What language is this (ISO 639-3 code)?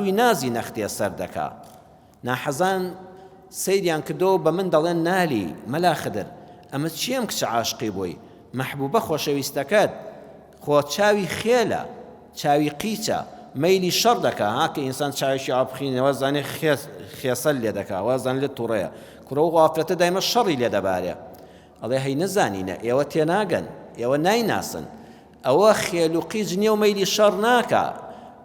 ckb